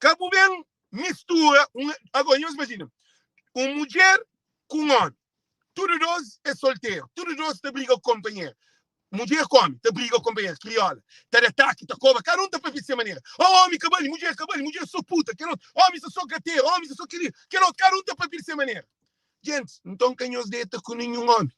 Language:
Kabuverdianu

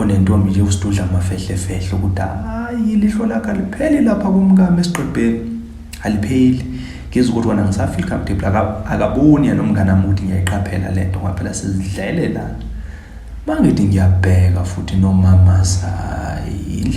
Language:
Zulu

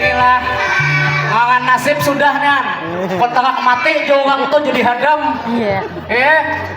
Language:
Banjar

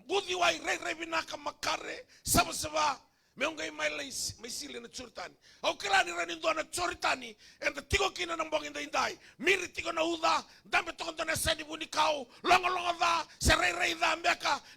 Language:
Fijian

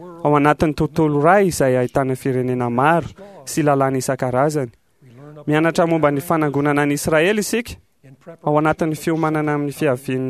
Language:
Malagasy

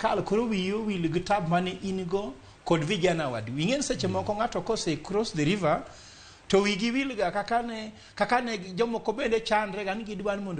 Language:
Luo (Kenya and Tanzania)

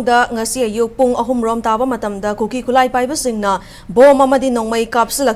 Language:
Manipuri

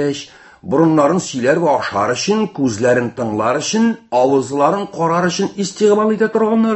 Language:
Tatar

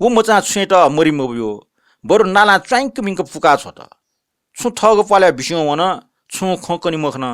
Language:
Newari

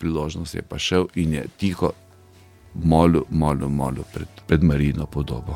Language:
Slovenian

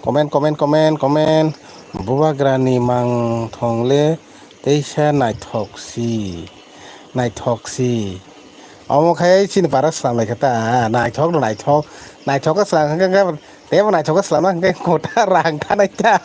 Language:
Kok Borok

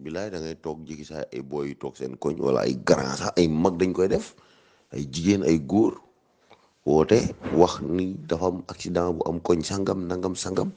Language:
Wolof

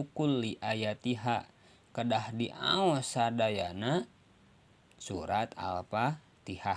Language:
Sundanese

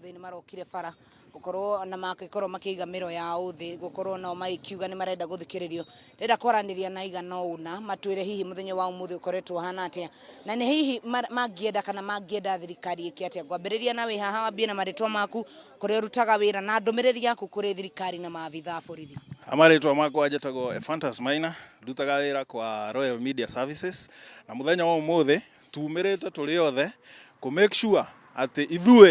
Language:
Kikuyu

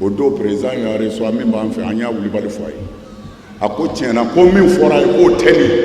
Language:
Bambara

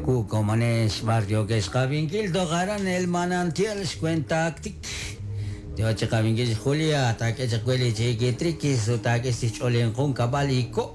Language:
Kekchí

